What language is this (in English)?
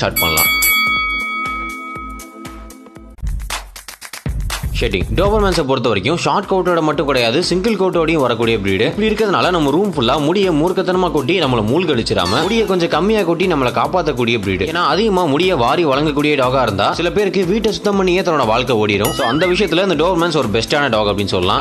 Tamil